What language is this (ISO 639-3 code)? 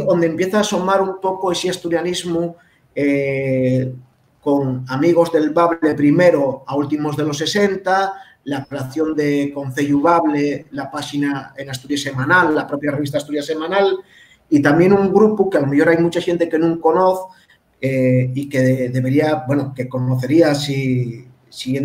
ast